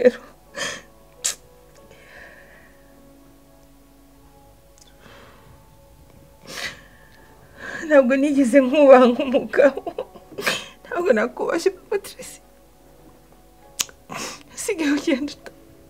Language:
Kinyarwanda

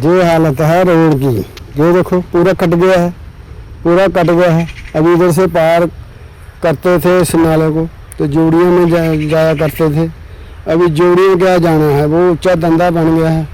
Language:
Dogri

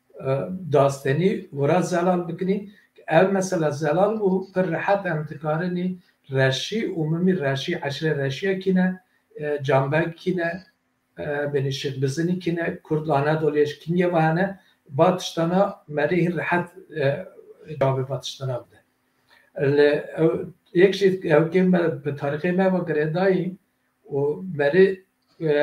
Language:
Kurdish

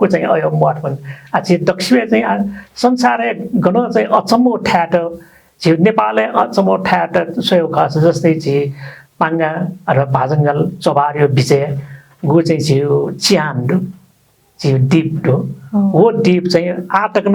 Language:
Newari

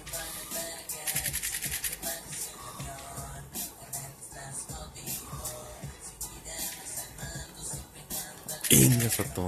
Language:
Spanish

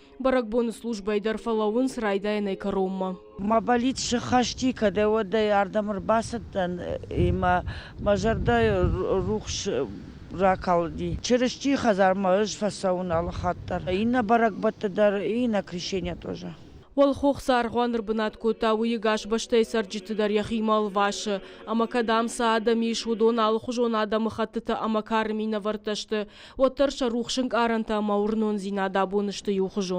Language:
Ossetic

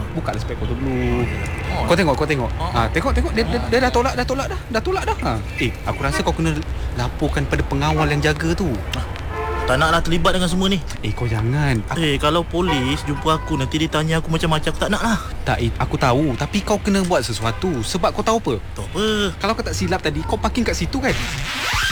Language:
Malay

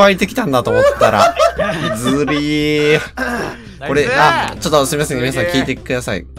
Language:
Japanese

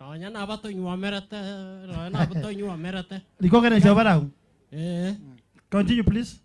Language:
Gusii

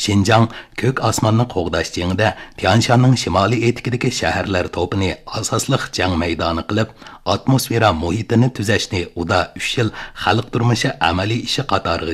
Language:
Uyghur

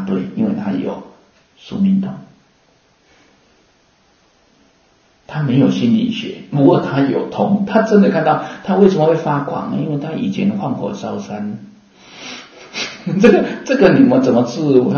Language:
Chinese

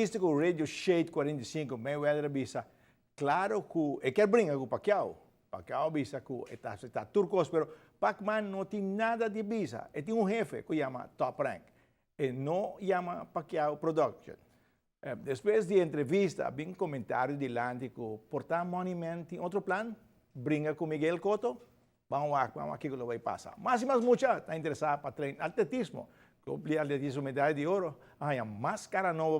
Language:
Papiamento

